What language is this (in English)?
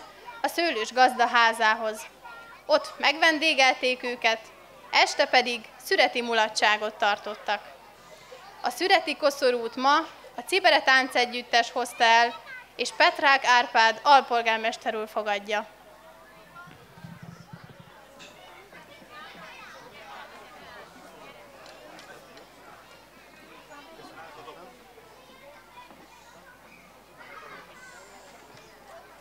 Hungarian